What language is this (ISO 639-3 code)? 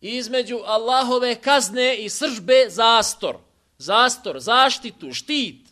bos